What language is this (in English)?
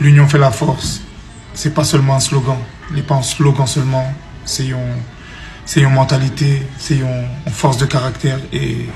Haitian Creole